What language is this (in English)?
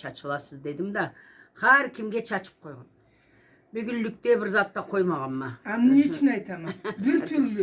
Karachay-Balkar